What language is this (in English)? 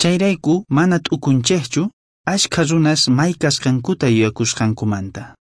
South Bolivian Quechua